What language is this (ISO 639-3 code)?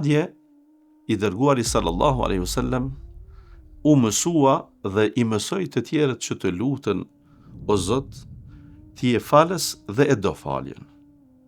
sqi